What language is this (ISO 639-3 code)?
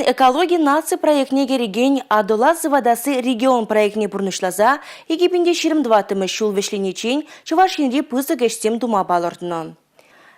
chv